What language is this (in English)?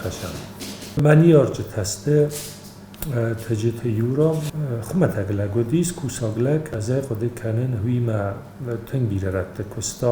Ossetic